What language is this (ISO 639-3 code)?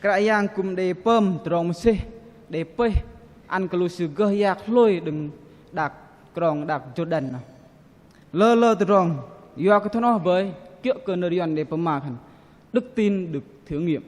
bdq